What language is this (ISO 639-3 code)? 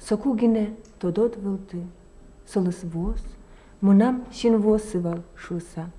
udm